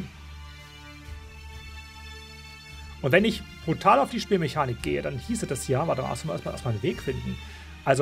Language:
German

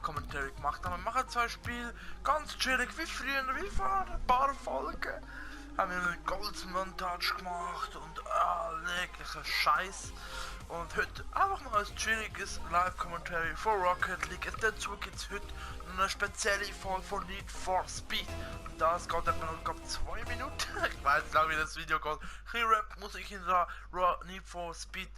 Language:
Swiss German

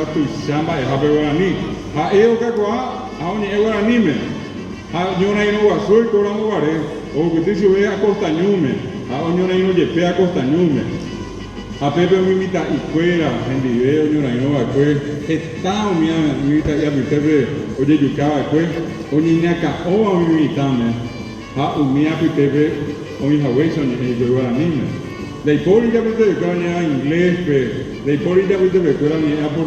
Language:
Guarani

